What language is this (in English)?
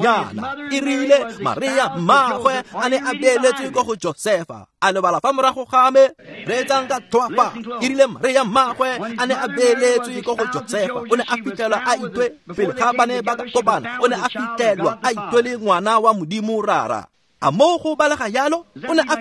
Tswana